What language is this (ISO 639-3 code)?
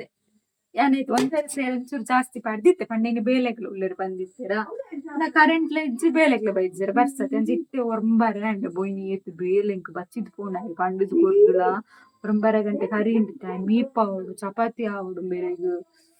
tcy